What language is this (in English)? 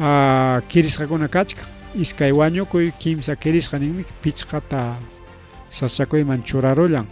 Ayacucho Quechua